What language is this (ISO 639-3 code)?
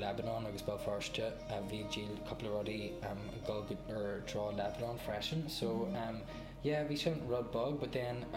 gle